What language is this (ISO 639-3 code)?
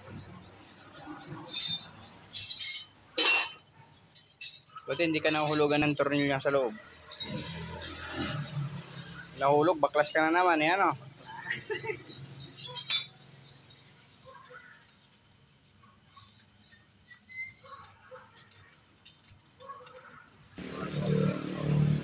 fil